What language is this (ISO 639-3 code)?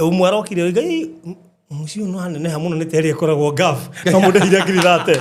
kik